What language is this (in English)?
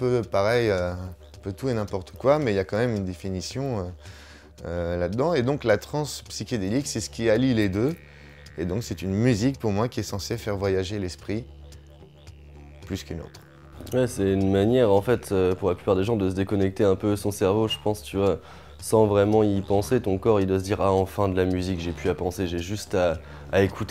French